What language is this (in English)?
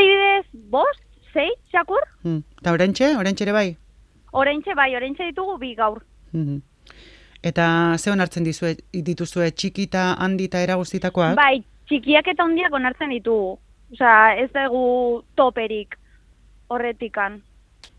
Basque